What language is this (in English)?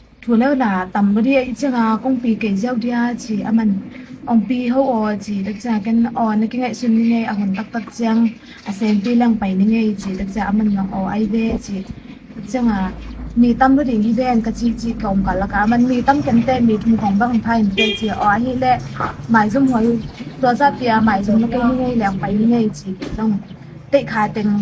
Tedim Chin